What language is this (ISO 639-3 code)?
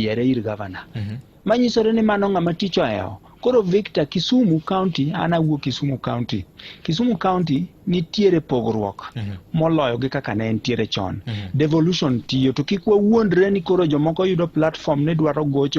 luo